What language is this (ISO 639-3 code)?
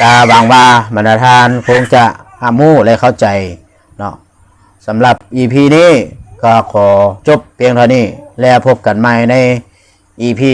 lao